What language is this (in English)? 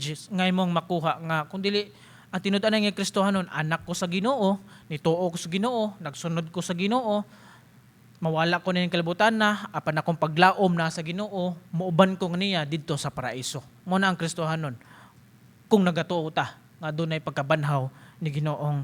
Cebuano